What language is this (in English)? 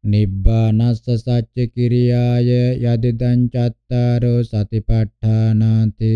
Pali